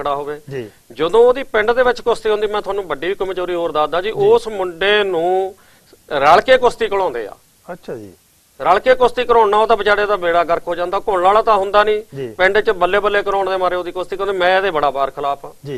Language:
Punjabi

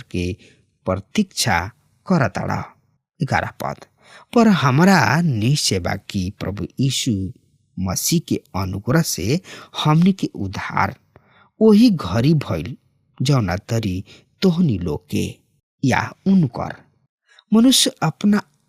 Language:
Bhojpuri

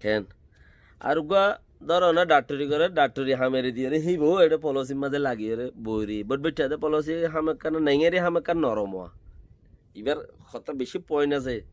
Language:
Rohingya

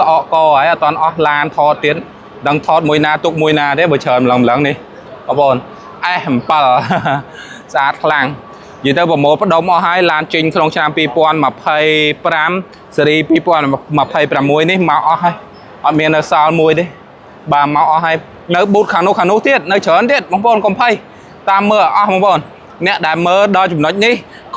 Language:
Khmer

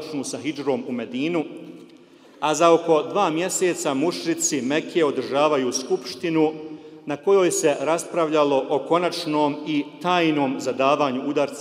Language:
Bosnian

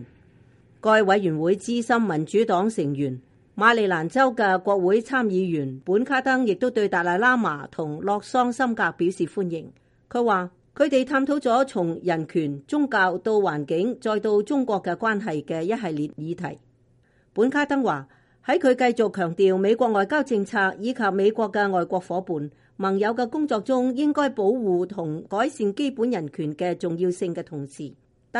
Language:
Cantonese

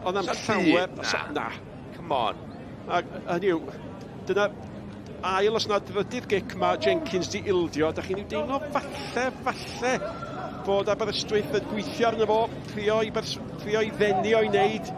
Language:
Welsh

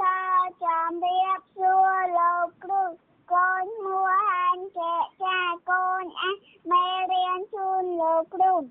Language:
Khmer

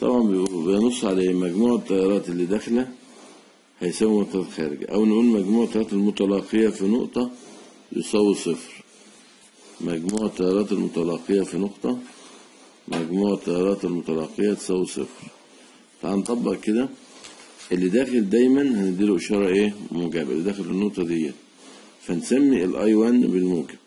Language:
Egyptian Arabic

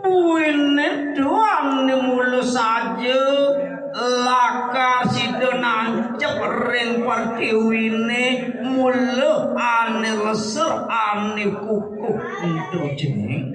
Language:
Balinese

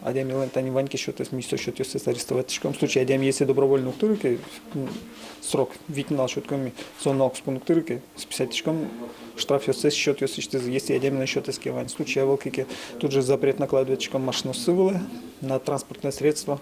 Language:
Udmurt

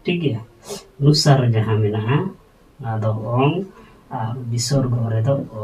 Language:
Santali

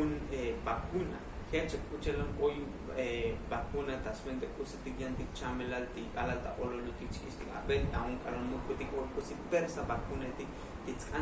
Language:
Tzotzil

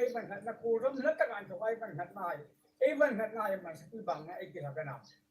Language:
Hmar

